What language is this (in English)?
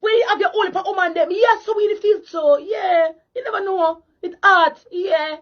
Jamaican Creole English